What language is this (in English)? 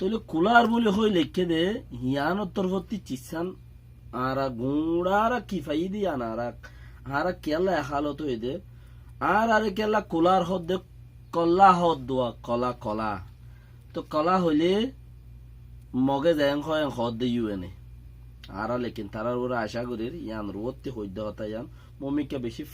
Rohingya